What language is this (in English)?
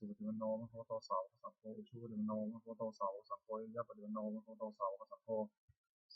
Pali